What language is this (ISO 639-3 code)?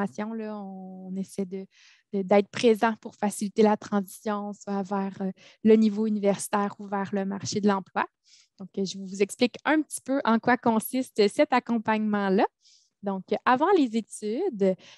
fra